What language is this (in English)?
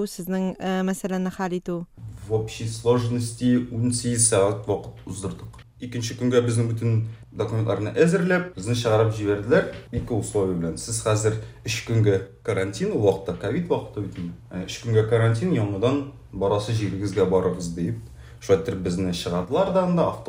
Tatar